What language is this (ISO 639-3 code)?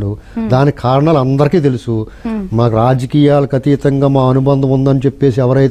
tel